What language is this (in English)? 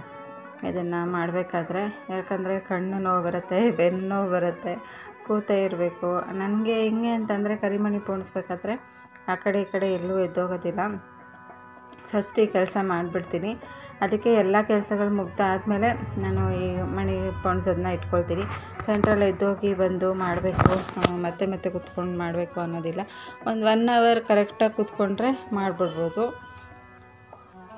Kannada